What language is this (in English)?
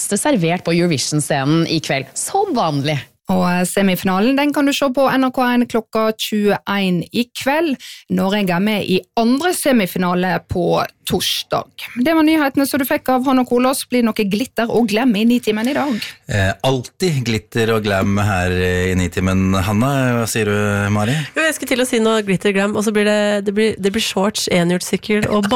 Norwegian